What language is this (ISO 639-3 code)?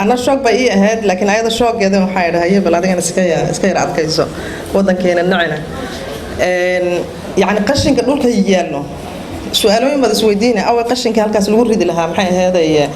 som